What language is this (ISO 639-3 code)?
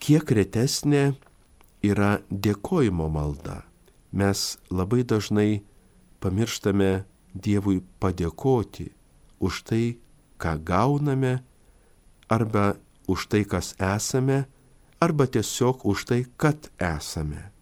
lit